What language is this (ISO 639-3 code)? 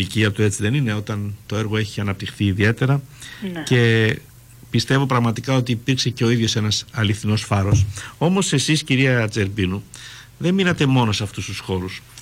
ell